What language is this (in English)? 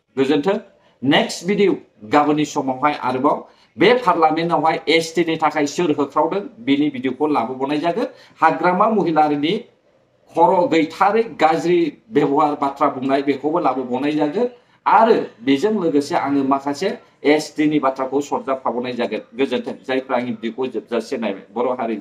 Bodo